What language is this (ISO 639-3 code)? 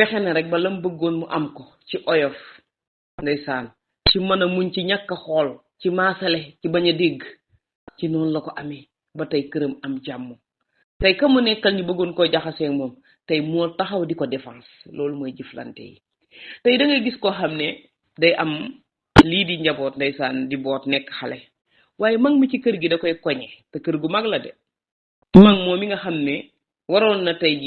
wol